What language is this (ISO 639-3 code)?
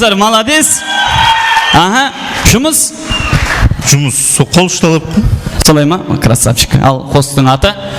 kaa